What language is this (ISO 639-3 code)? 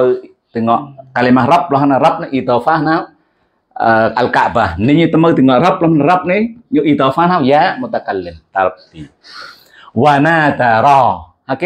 msa